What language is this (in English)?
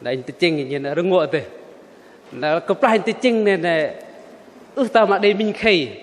Bahnar